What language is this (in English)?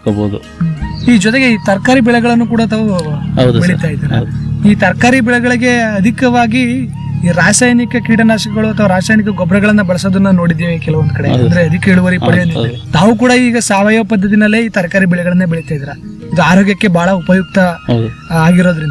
Kannada